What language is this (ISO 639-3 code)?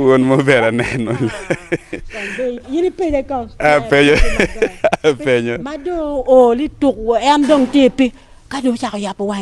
ach